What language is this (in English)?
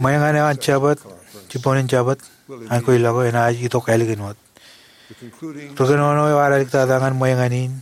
Marshallese